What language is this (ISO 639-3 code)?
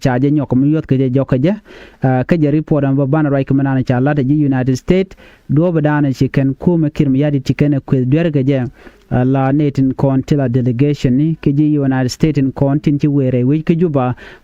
nus